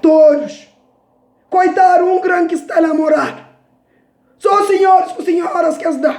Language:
Kabuverdianu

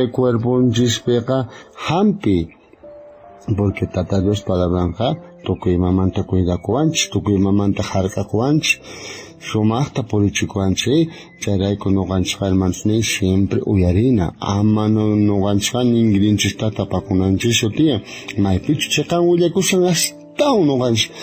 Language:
South Bolivian Quechua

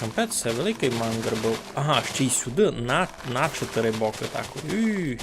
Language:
Rusyn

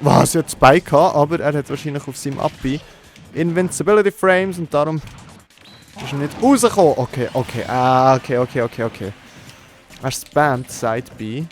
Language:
Swiss German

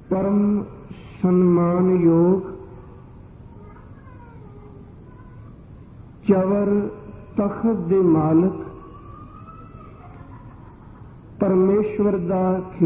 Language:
Punjabi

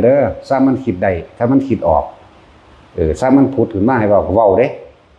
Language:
Northeastern Thai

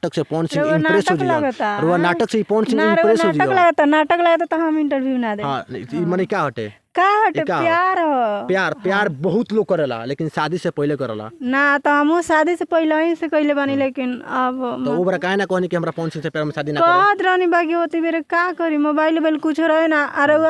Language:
Bhojpuri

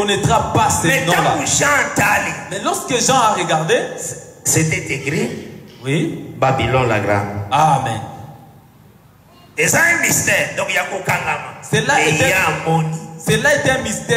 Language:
French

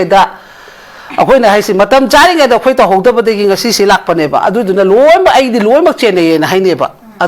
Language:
Manipuri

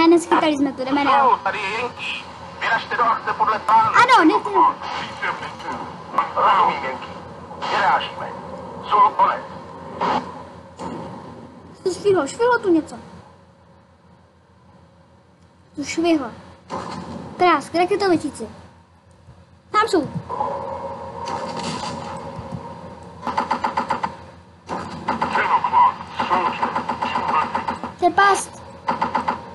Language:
Czech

